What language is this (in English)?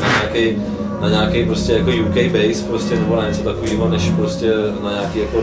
Czech